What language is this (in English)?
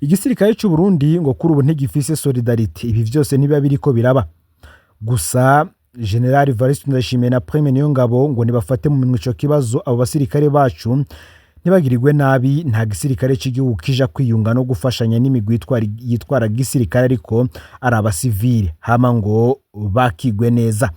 Rundi